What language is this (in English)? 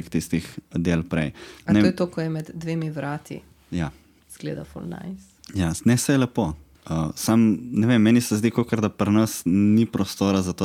Slovenian